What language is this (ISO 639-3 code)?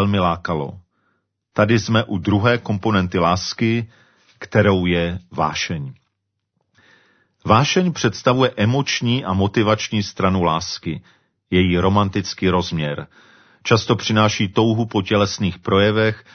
ces